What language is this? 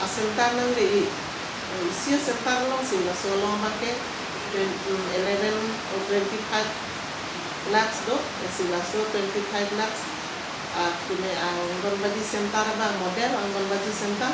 Karbi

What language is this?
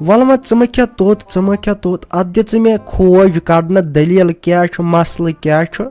Kashmiri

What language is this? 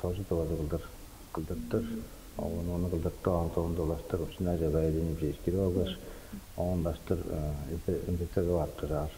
Tuvinian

